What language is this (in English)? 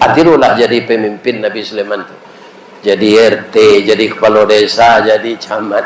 Minangkabau